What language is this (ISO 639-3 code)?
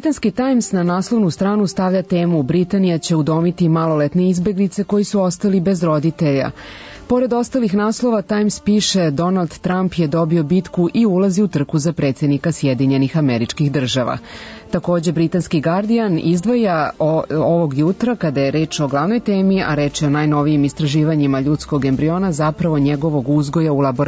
srp